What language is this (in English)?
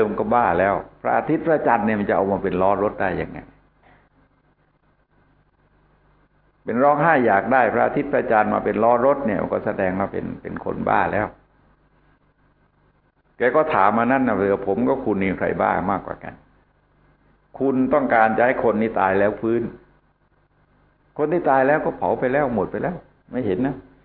Thai